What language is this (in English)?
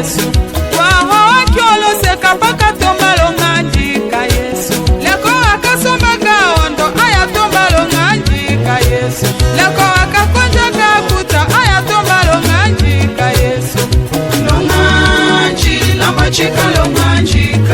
Tetela